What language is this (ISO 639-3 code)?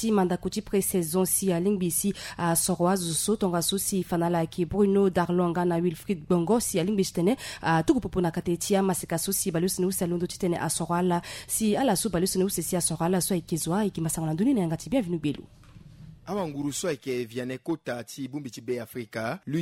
sag